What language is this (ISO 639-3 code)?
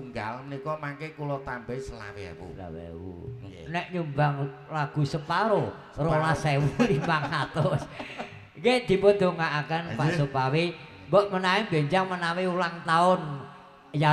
jav